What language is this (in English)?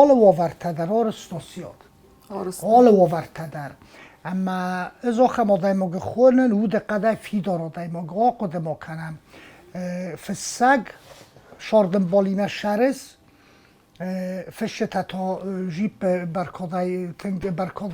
Ossetic